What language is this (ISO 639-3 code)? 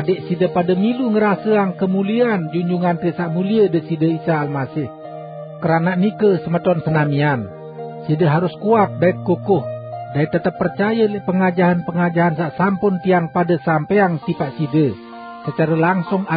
sas